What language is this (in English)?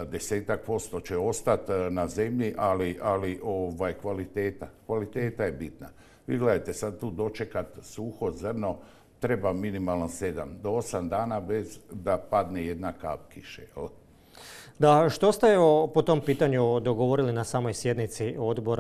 Croatian